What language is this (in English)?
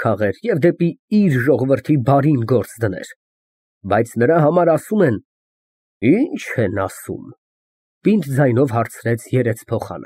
Armenian